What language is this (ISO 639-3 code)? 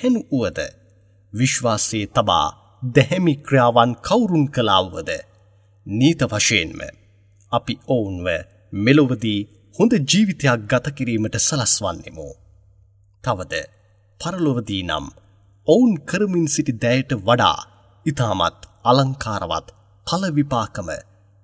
sin